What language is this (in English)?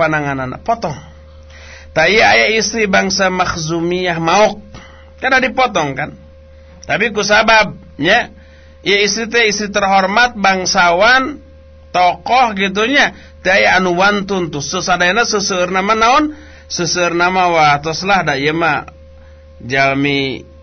Sundanese